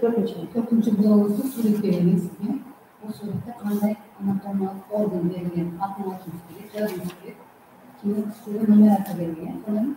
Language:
Kara-Kalpak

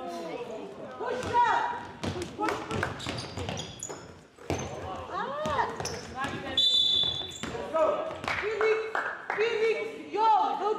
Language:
Swedish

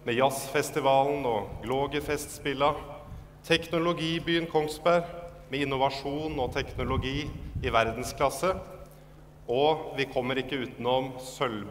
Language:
Norwegian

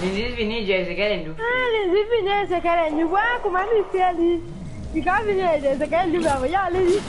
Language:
Morisyen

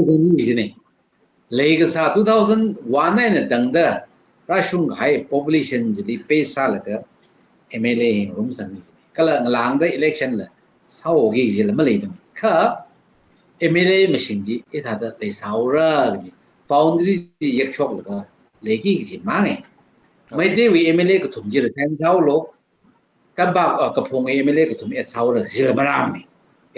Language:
Tangkhul Naga (India)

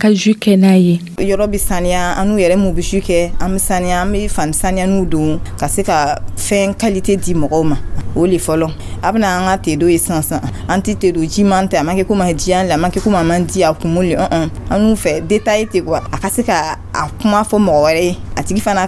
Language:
Dyula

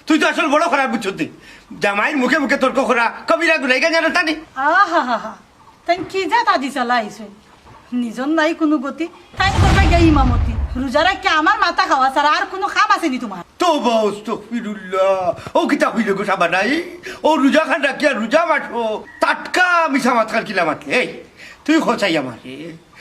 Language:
Sylheti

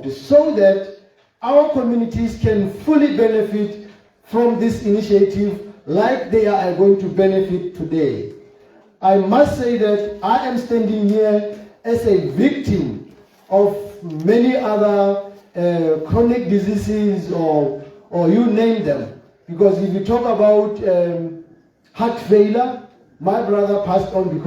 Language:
Tswana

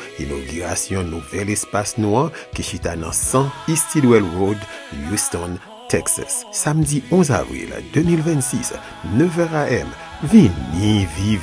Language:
Haitian Creole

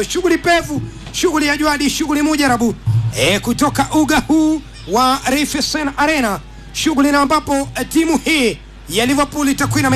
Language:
Swahili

